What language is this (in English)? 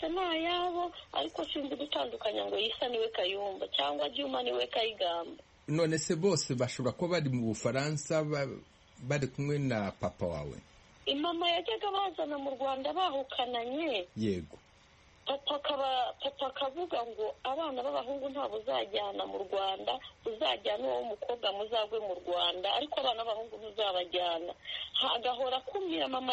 Kinyarwanda